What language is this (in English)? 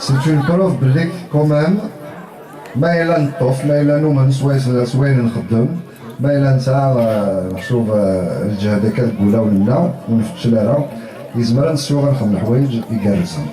Kabyle